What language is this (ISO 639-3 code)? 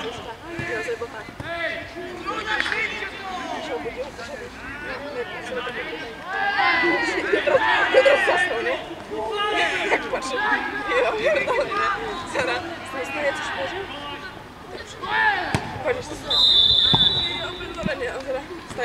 pol